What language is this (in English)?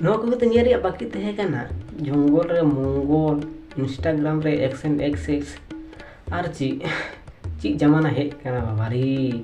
Santali